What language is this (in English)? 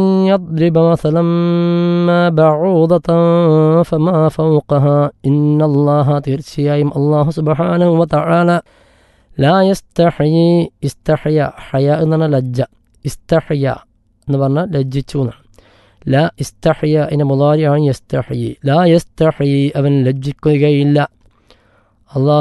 Malayalam